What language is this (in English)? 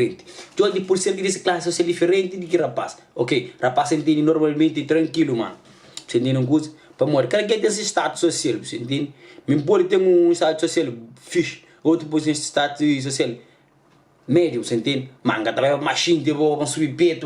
Kabuverdianu